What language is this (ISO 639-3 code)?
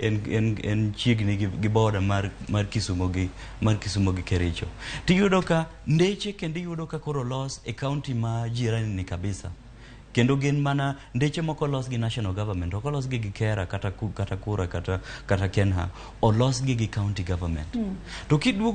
luo